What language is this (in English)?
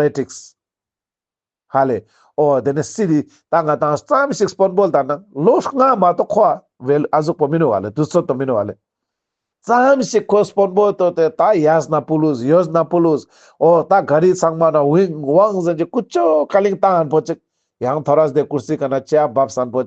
Ladakhi